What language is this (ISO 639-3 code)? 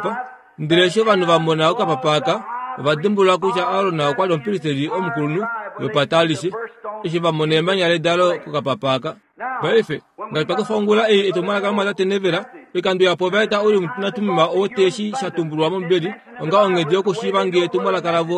kua